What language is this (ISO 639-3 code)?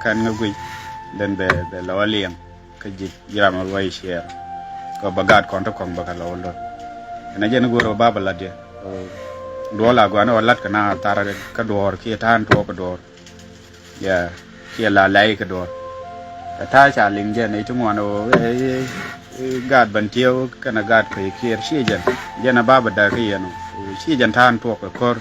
nus